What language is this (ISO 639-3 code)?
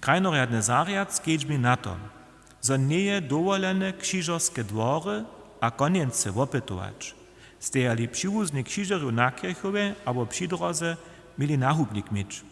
hsb